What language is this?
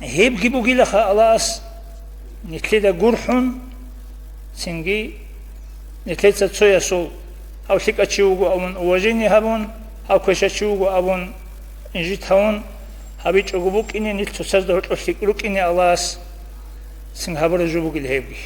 Avaric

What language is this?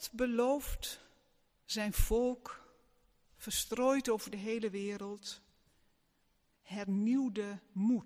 Dutch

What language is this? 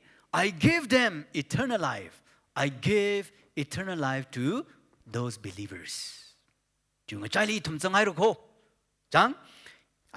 Tangkhul Naga (India)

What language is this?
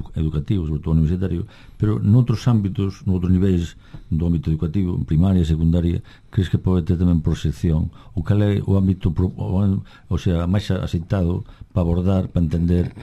Galician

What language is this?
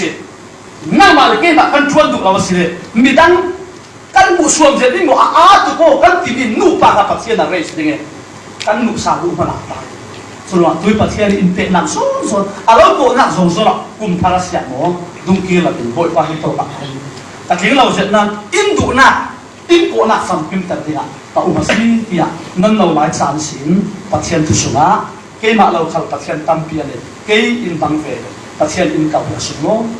Falam Chin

